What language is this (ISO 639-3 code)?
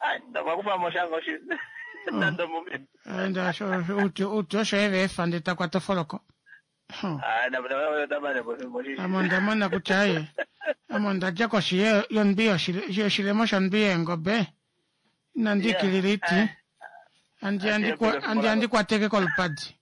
kua